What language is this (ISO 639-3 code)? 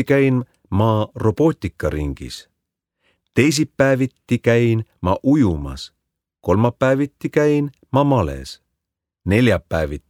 est